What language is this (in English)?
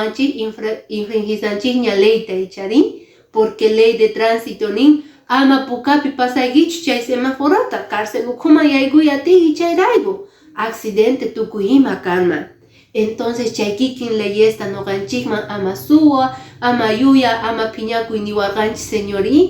Quechua